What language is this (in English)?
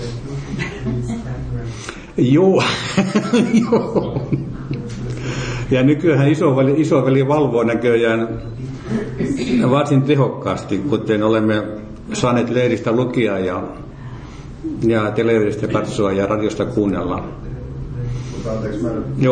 Finnish